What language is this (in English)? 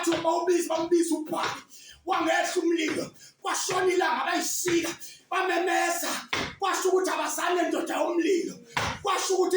Zulu